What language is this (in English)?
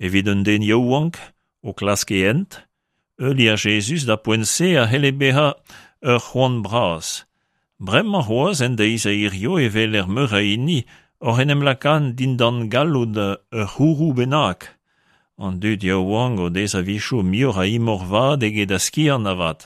Breton